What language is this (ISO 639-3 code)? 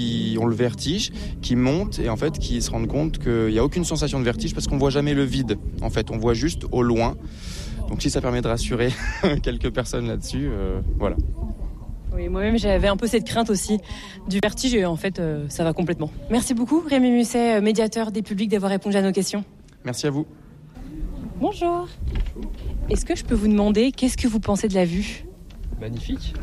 fra